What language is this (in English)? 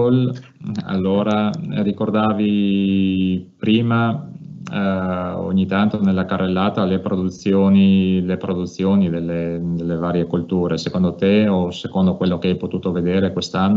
Italian